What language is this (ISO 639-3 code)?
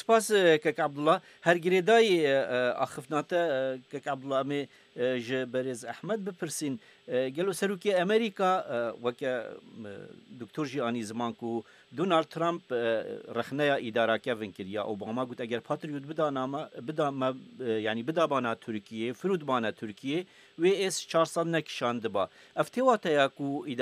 kur